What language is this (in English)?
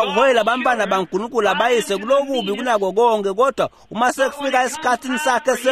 Swati